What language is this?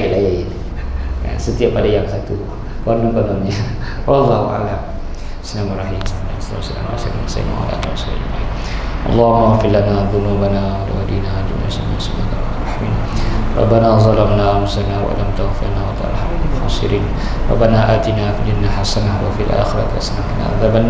Malay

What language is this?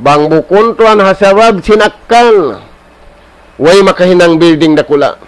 Tausug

